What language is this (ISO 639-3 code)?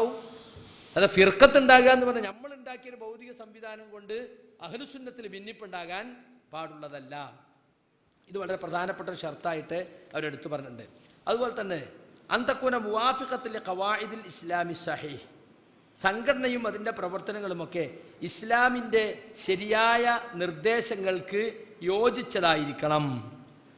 mal